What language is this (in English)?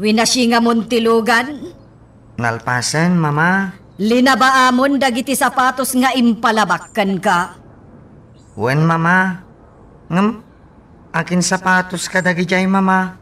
Iloko